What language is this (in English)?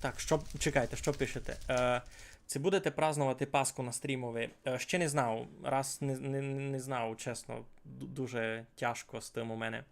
Rusyn